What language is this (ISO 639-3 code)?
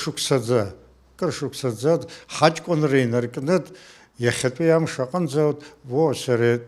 abk